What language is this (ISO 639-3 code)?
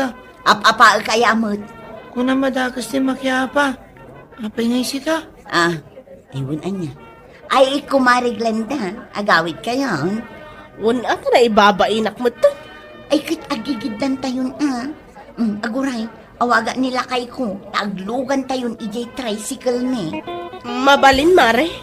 ilo